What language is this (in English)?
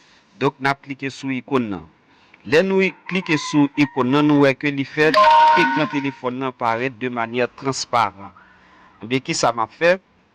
Haitian Creole